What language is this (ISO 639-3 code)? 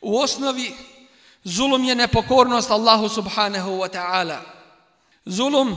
bos